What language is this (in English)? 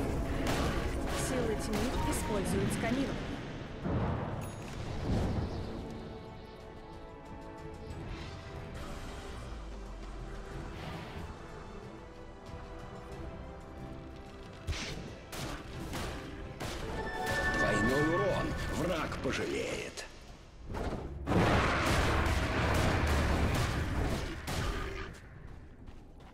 Russian